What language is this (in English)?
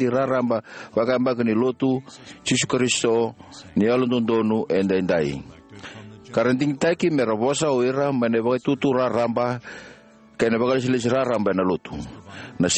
Fijian